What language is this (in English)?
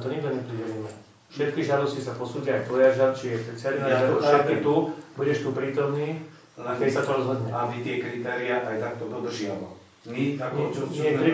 Slovak